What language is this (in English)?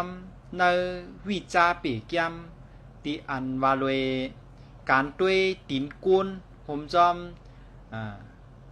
Shan